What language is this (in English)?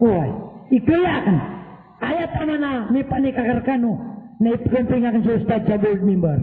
Maranao